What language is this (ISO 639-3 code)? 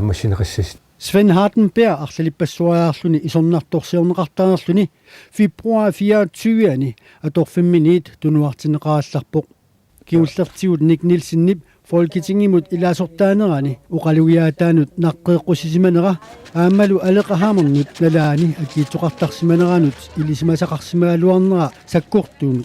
kal